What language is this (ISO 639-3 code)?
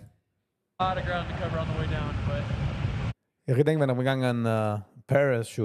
yid